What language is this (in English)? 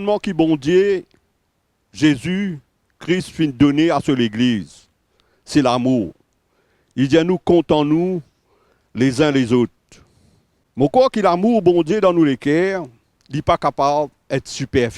Morisyen